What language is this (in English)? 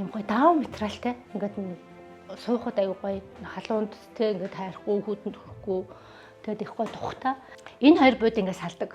Mongolian